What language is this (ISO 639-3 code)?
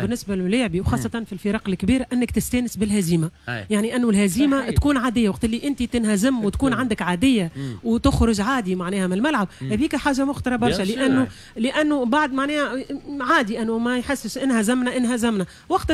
aeb